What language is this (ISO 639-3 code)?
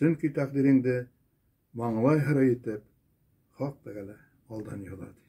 bak